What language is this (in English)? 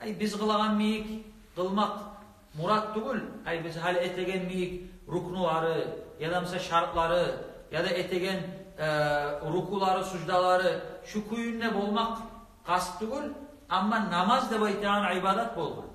Kumyk